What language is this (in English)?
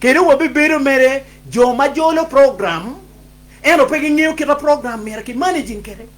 Acoli